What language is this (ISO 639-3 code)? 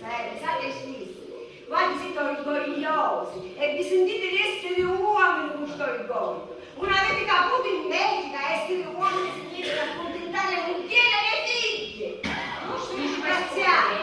scn